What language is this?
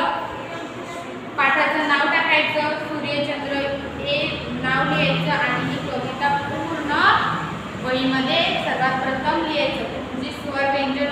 Marathi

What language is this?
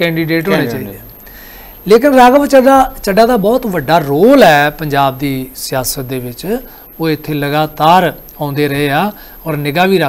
Punjabi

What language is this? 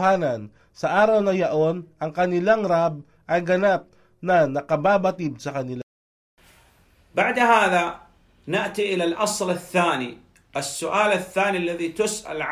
Filipino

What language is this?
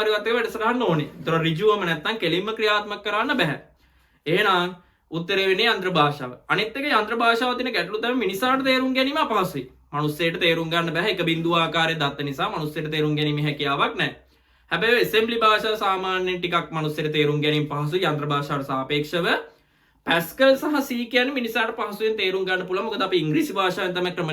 Sinhala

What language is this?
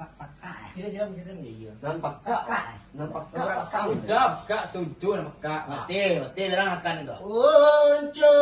Minangkabau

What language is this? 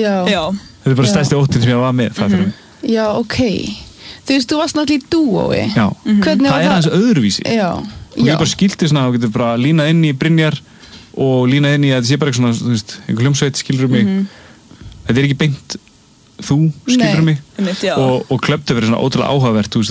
Icelandic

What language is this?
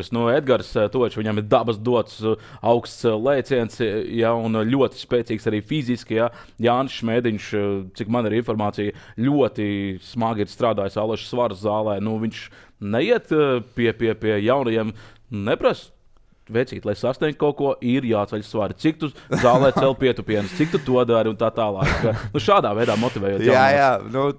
Latvian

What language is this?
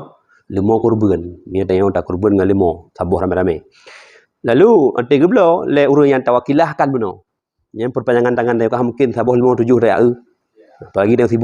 Achinese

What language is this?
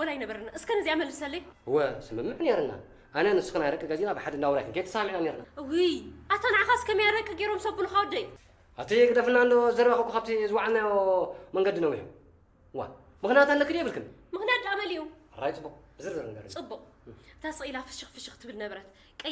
Tigrinya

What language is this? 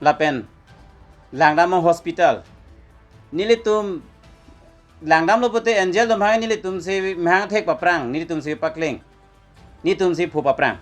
Karbi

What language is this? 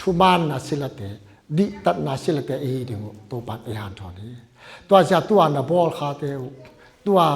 Tedim Chin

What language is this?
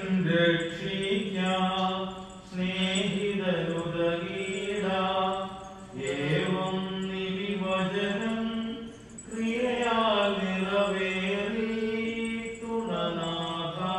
Malayalam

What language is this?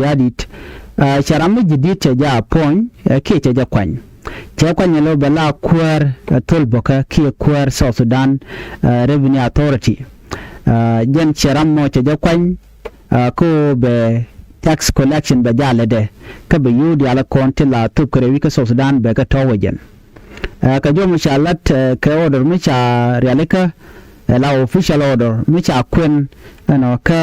Nuer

